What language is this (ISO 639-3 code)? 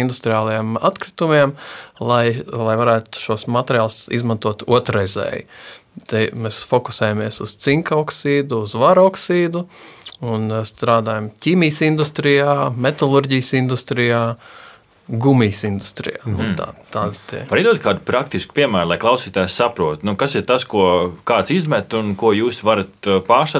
lav